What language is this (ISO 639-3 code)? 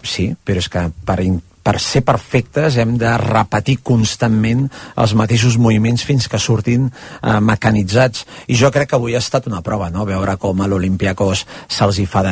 cat